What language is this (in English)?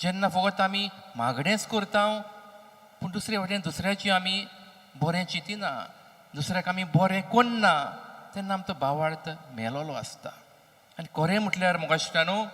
Konkani